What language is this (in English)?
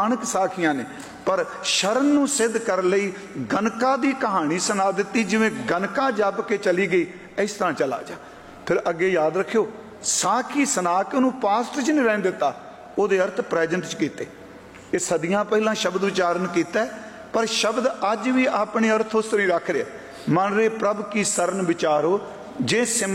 Punjabi